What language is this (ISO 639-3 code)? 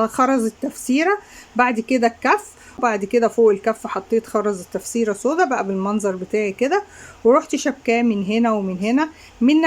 arz